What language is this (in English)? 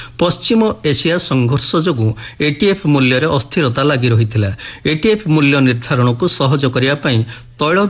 Odia